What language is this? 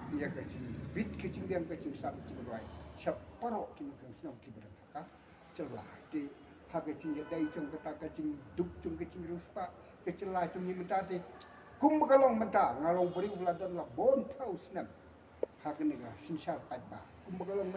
Khasi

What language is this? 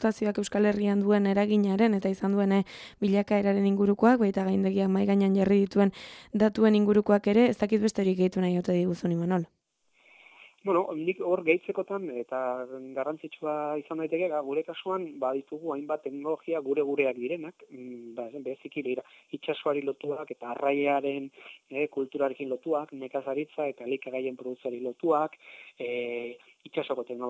Basque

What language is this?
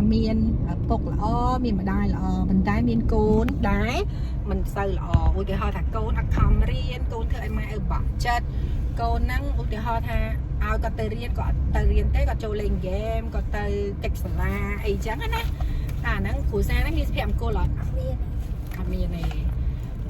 Khmer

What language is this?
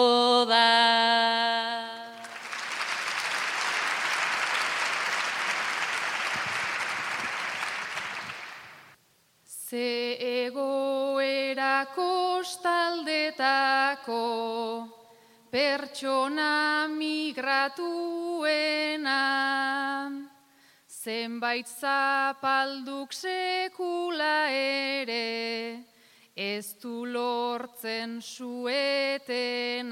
Basque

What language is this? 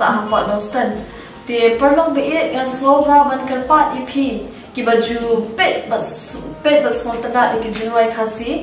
Khasi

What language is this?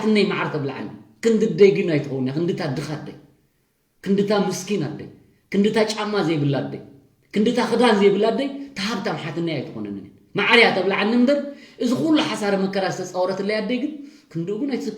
Tigrinya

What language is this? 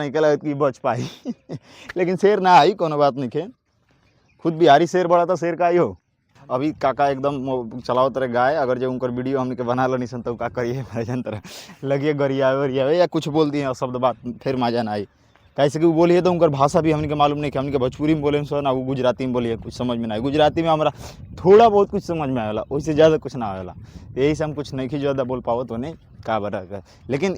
Bhojpuri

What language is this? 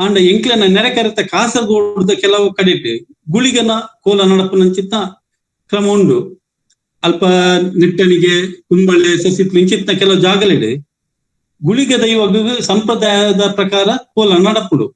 Tulu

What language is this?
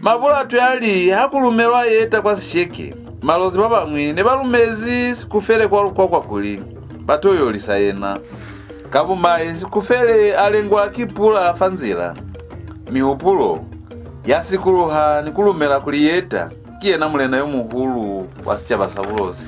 Lozi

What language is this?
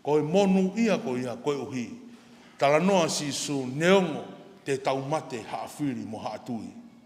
Tongan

